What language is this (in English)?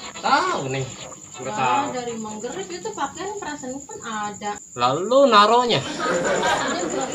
Betawi